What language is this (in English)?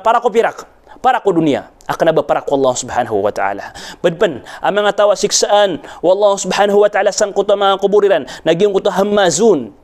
Maranao